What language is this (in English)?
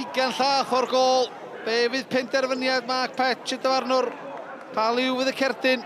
Welsh